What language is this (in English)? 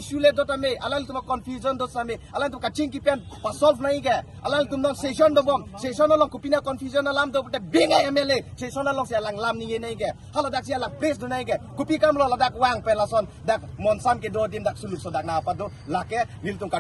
Karbi